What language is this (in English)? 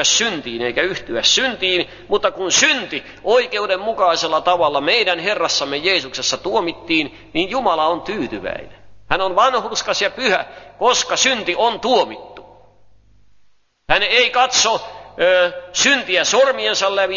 Finnish